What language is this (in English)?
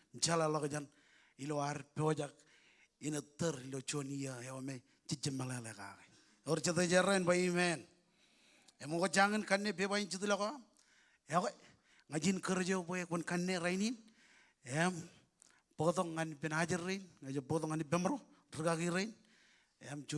Marshallese